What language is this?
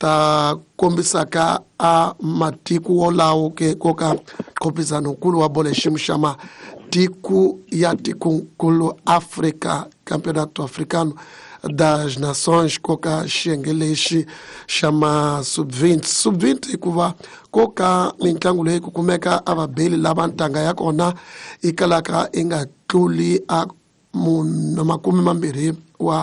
Tsonga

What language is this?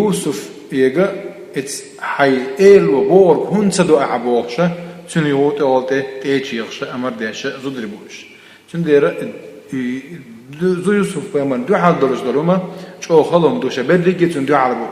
Chechen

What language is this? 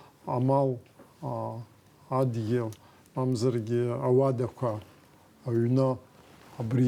Abkhazian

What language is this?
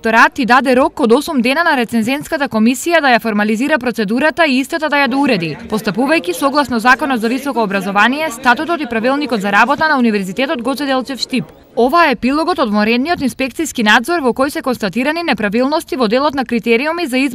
Macedonian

